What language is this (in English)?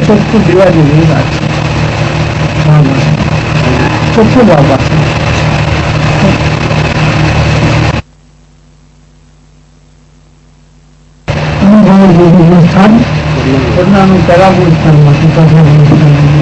Gujarati